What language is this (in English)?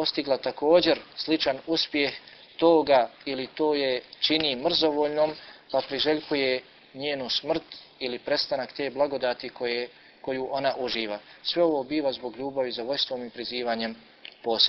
Bosnian